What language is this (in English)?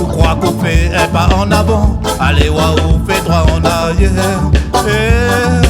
Réunion Creole French